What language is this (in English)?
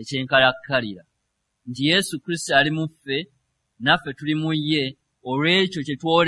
Ganda